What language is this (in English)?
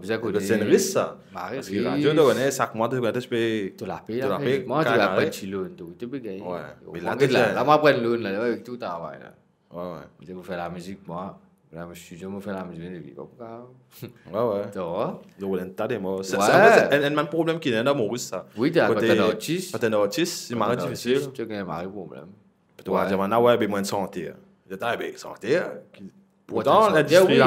Morisyen